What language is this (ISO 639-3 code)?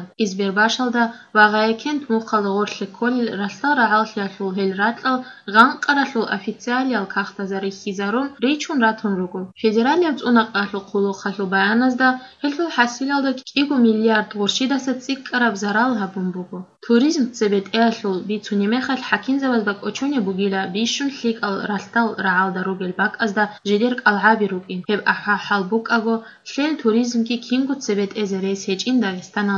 ava